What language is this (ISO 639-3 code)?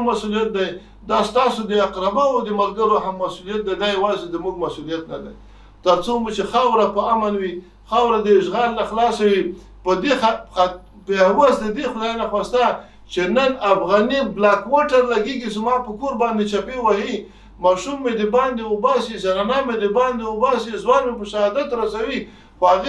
pus